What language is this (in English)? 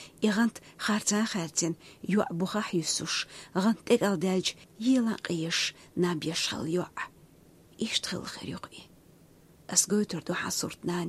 Chechen